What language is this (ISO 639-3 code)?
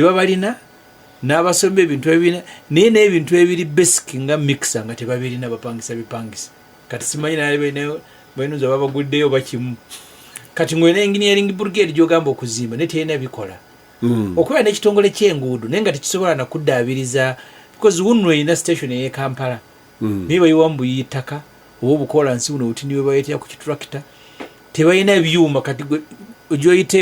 lug